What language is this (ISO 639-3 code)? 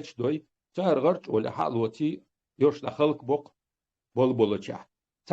che